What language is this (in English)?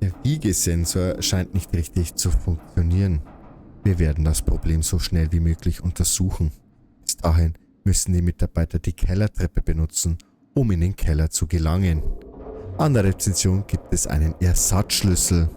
Bavarian